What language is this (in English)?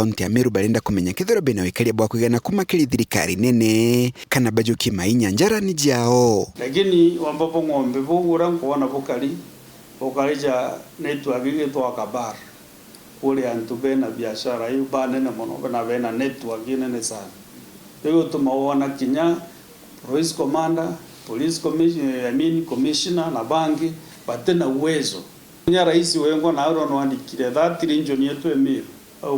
Meru